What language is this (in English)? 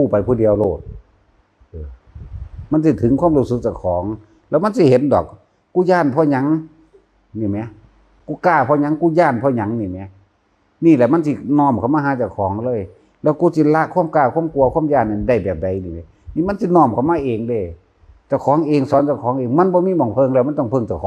Northeastern Thai